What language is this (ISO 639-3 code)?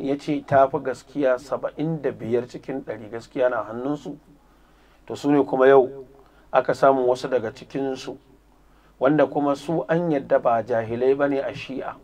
hau